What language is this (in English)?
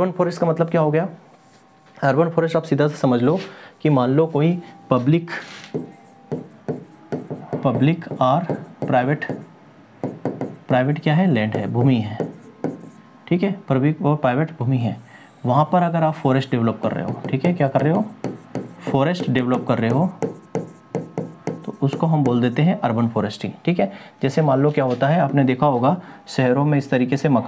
Hindi